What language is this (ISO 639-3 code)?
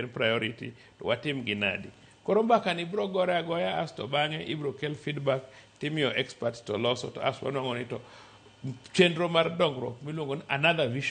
luo